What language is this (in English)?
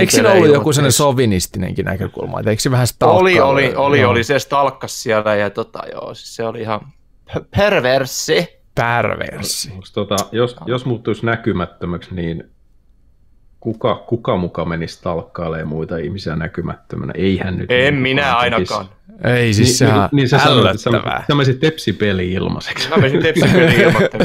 Finnish